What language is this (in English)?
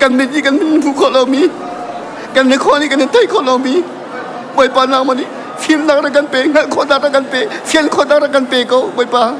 Hakha Chin